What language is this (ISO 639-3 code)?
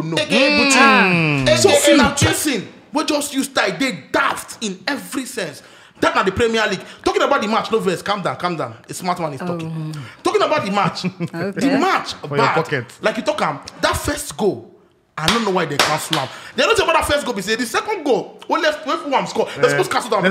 pcm